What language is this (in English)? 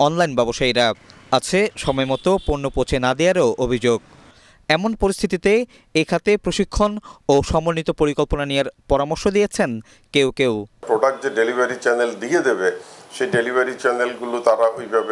Bangla